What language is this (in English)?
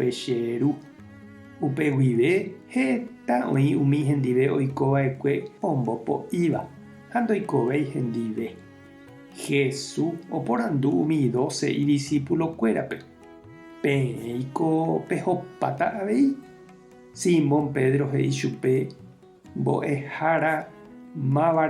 Guarani